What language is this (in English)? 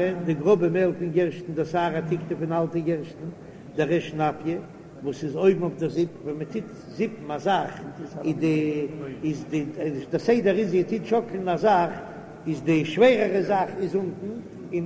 Yiddish